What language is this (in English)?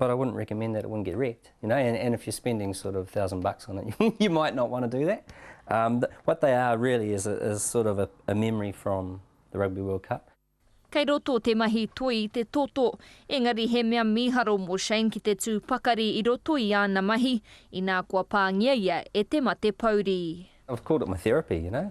Māori